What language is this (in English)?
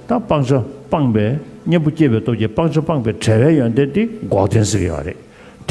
Tibetan